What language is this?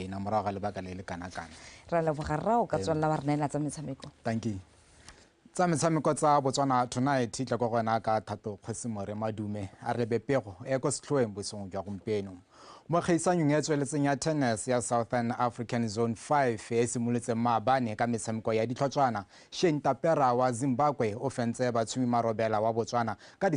Tswana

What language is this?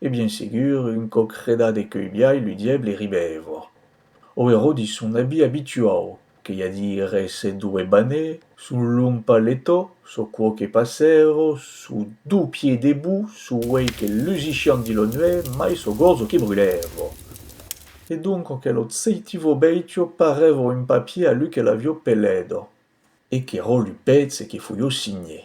Occitan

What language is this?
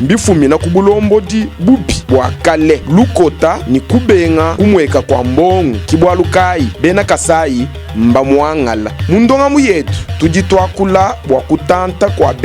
Luba-Lulua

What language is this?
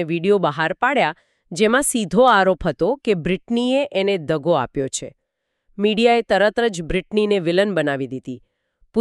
Gujarati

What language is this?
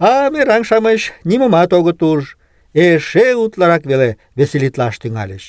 Mari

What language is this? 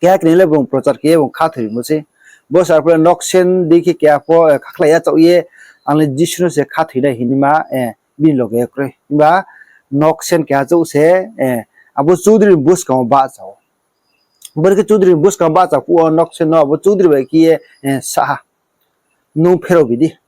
Riang (India)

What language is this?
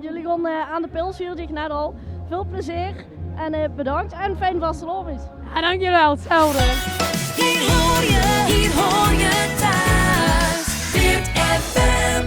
Limburgish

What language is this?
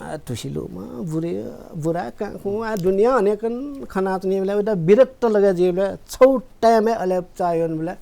Newari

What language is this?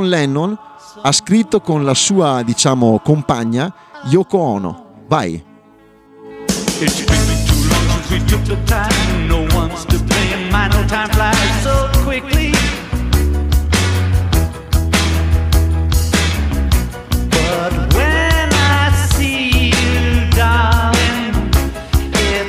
Italian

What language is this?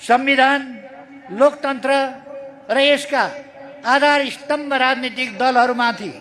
Nepali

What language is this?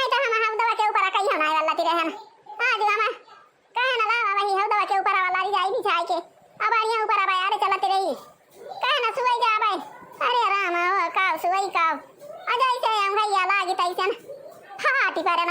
Awadhi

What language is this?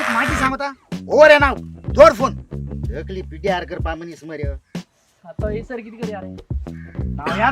Konkani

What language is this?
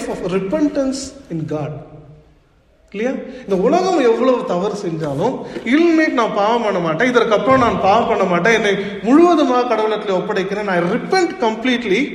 Tamil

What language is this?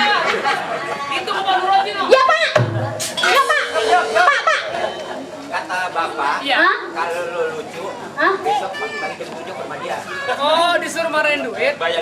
Betawi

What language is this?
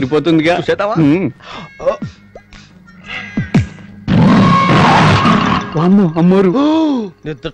Telugu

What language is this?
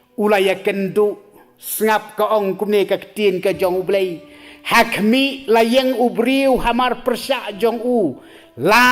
Khasi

